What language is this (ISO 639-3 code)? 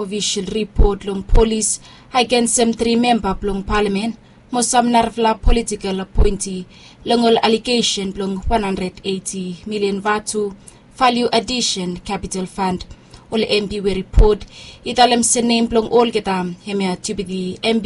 bis